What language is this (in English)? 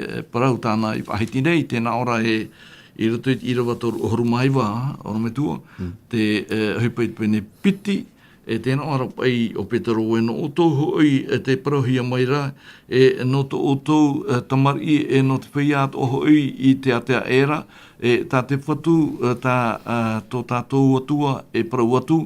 Tahitian